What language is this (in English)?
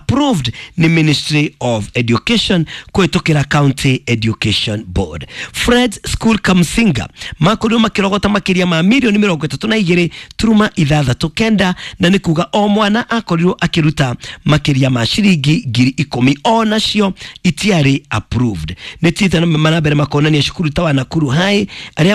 Kikuyu